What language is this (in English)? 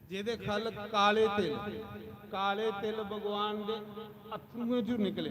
Dogri